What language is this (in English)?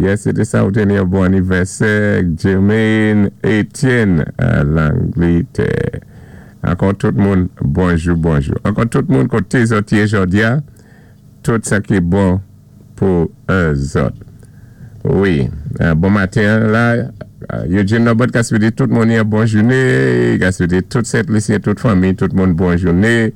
Saint Lucian Creole French